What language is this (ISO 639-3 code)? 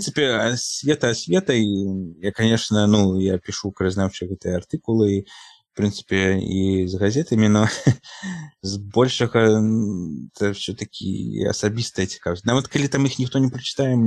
bel